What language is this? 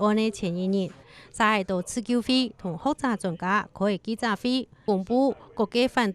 Hakka Chinese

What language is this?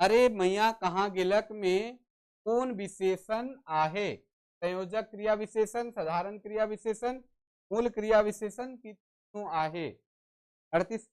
Sadri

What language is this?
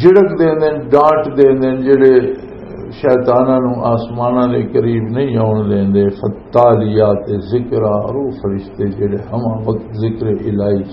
Western Panjabi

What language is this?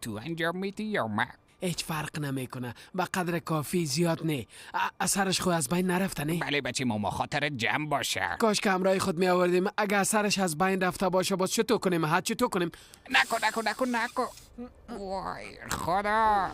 Persian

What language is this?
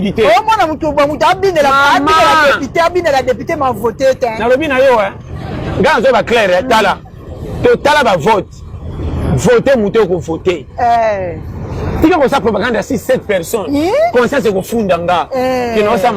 Lingala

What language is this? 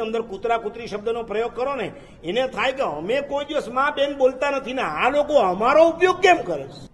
Gujarati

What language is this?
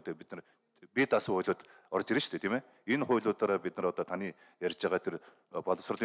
Mongolian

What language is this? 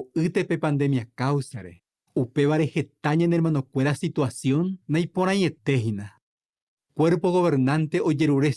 Guarani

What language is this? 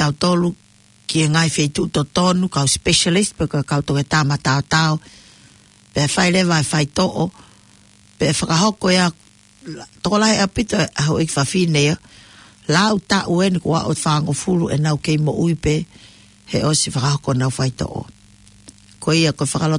Tongan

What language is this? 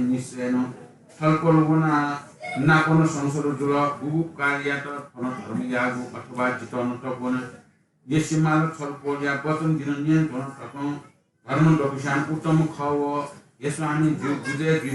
Newari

